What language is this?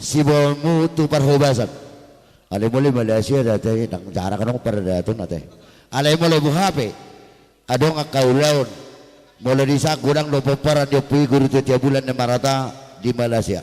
Batak Toba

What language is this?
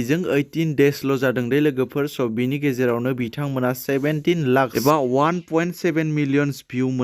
Bodo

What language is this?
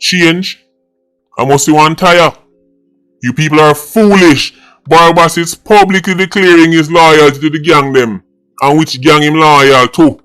Jamaican Creole English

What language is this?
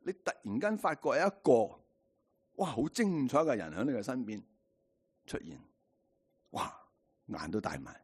Cantonese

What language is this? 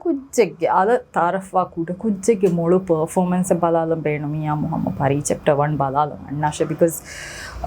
Divehi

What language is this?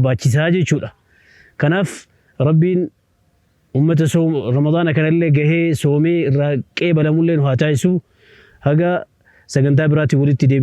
Oromo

